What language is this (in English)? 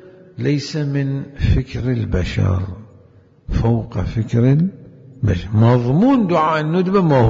Mesopotamian Arabic